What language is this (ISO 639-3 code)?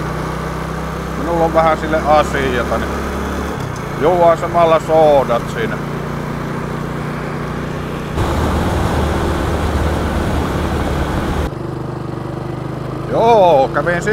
fin